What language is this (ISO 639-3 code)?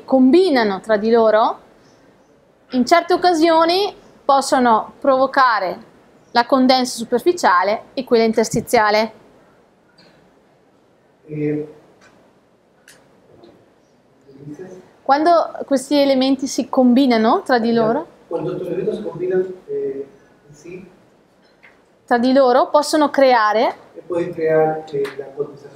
ita